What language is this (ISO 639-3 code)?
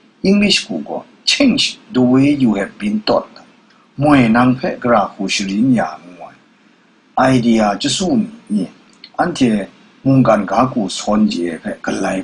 kac